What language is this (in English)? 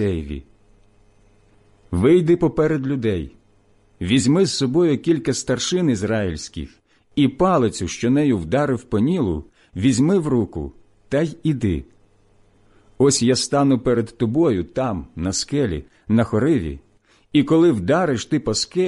Ukrainian